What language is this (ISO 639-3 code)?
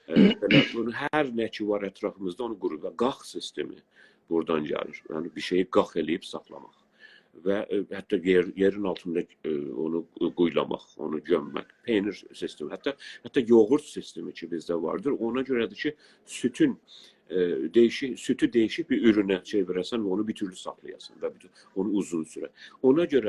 azb